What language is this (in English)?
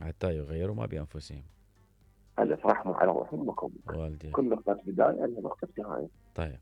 Mesopotamian Arabic